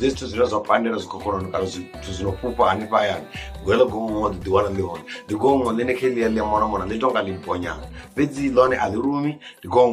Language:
Venda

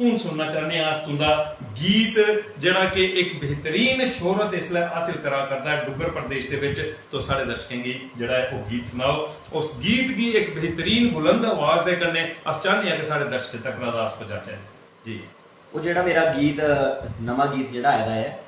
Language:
Dogri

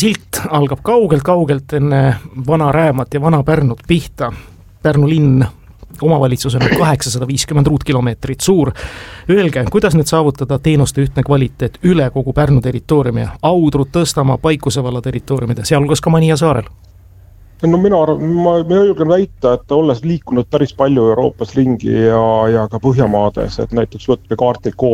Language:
Estonian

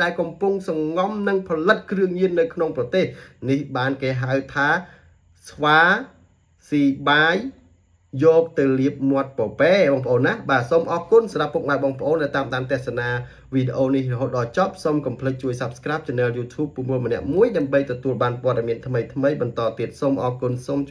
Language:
Khmer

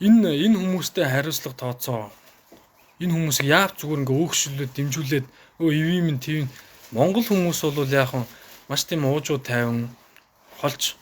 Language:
Mongolian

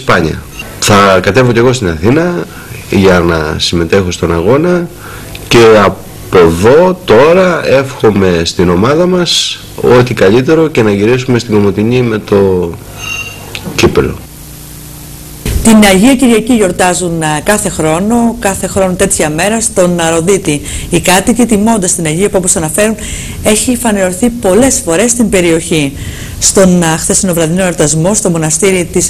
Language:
Greek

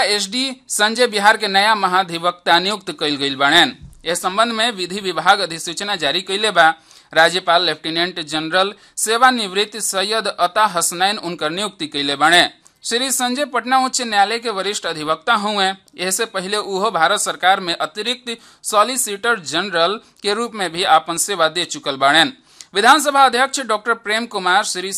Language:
Bhojpuri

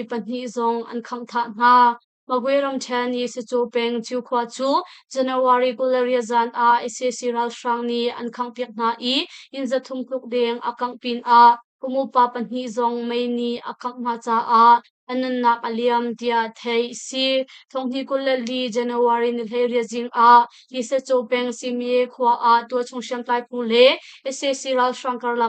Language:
Hakha Chin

